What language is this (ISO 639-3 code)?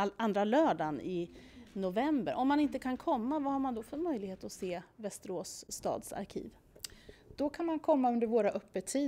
swe